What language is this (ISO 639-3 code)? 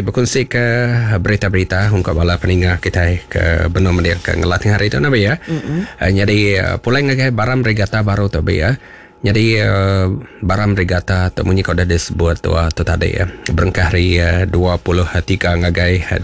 iba